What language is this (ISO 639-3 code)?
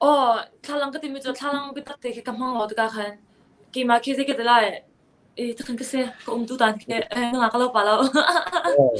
cnh